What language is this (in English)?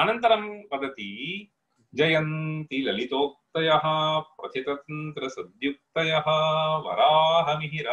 Sanskrit